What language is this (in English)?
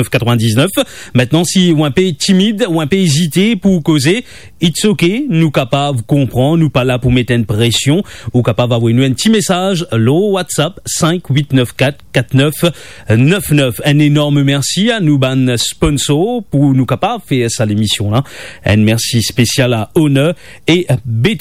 Morisyen